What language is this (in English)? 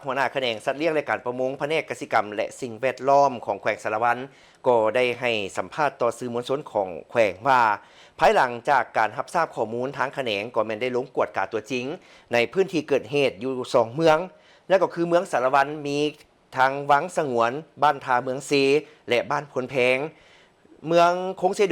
Lao